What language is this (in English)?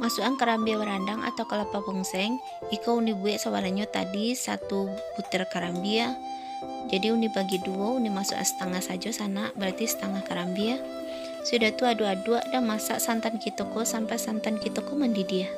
Minangkabau